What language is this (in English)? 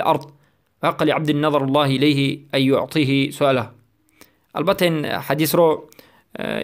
Tajik